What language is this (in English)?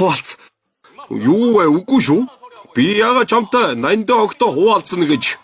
Mongolian